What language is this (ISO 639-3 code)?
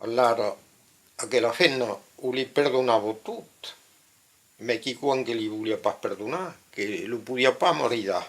oci